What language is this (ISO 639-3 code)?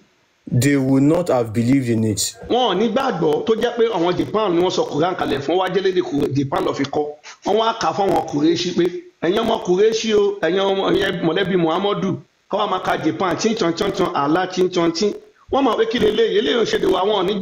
yor